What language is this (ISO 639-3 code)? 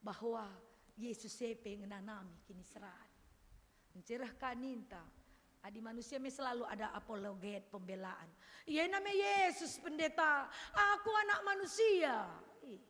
btx